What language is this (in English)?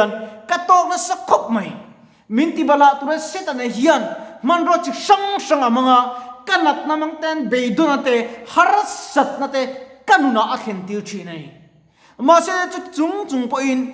Mizo